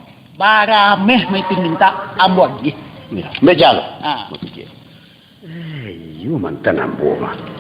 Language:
Minangkabau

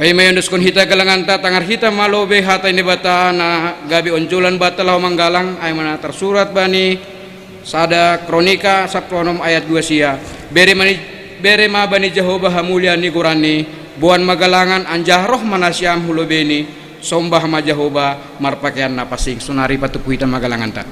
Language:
Batak Simalungun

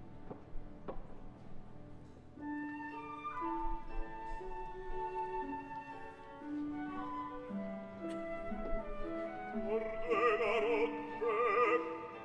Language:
Italian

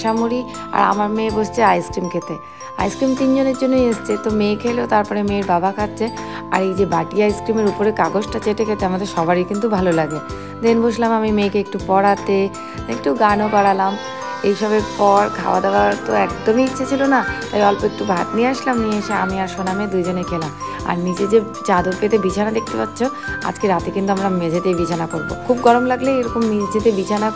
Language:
Bangla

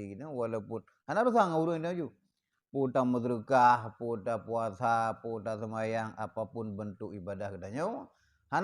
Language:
Achinese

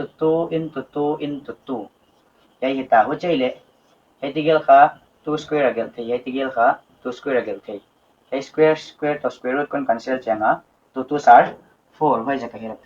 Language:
Paite Chin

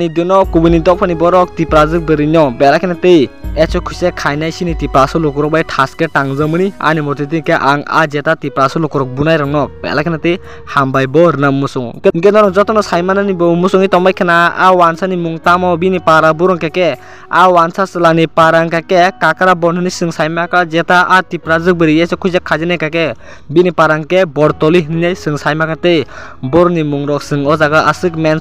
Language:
Kok Borok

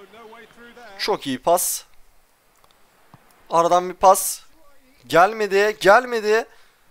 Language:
Turkish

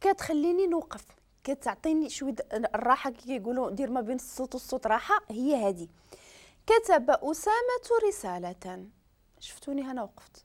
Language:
Moroccan Arabic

